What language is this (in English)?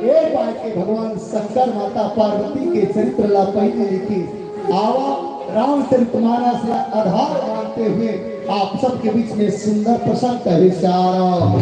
Chhattisgarhi